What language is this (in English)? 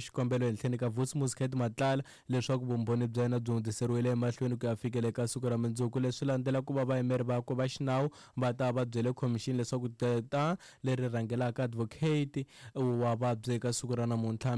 Tsonga